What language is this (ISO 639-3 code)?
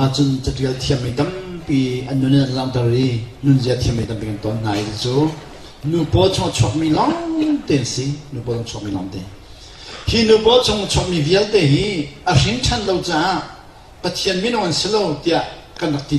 cnh